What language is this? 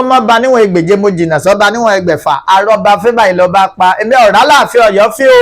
Yoruba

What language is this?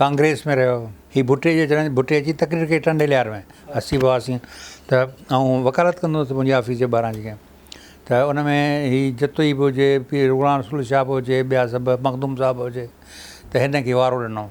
Sindhi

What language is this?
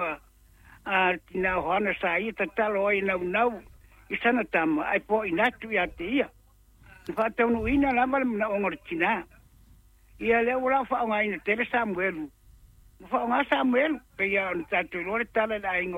Samoan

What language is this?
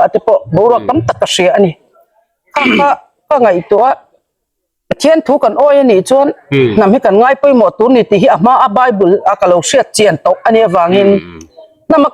Hmar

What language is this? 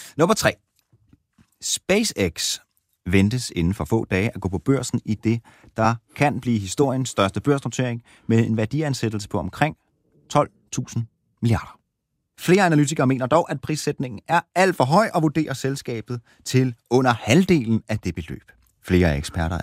Danish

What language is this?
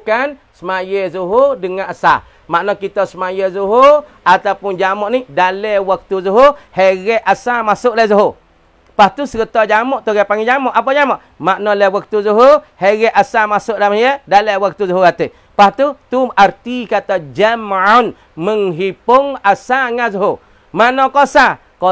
Malay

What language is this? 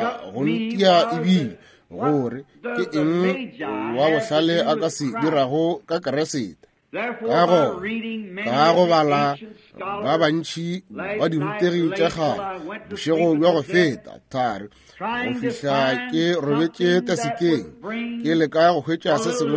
Northern Sotho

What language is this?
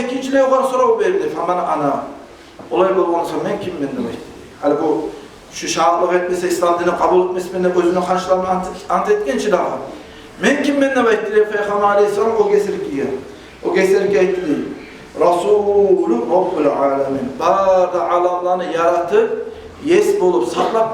Kumyk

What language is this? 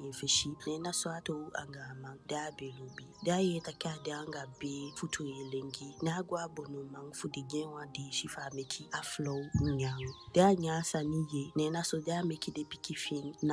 Eastern Maroon Creole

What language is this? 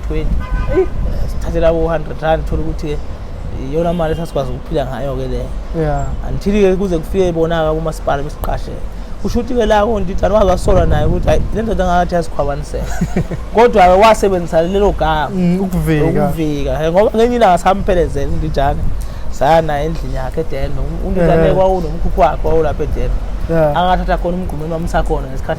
Zulu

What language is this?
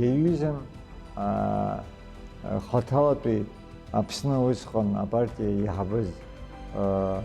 Abkhazian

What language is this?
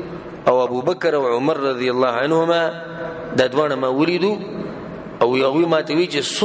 Pashto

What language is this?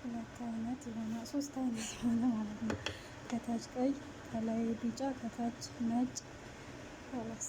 Amharic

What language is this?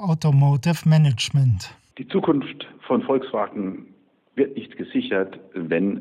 German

